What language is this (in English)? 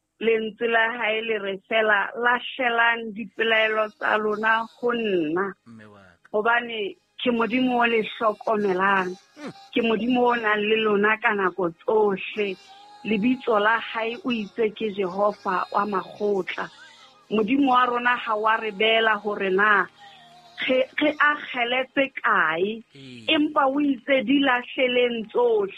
Southern Sotho